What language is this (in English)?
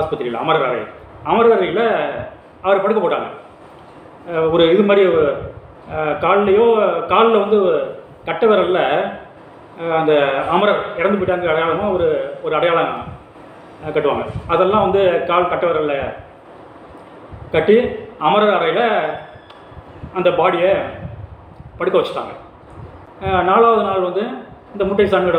Tamil